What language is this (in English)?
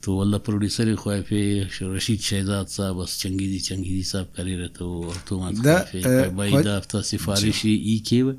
Brahui